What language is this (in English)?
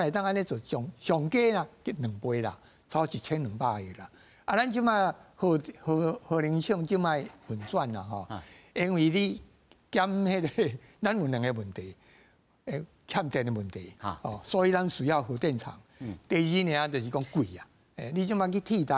Min Nan Chinese